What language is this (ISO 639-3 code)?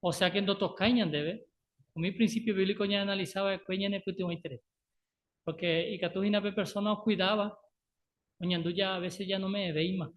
grn